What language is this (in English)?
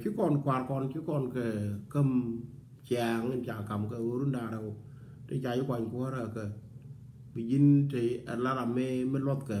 Nuer